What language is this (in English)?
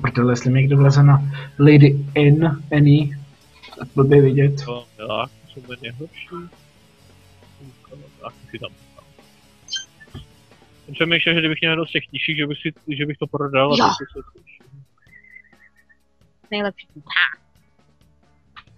Czech